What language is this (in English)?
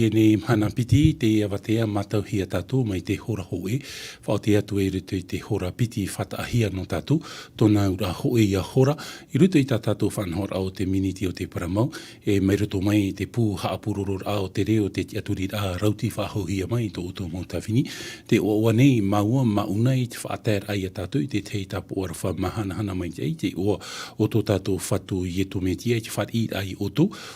Tahitian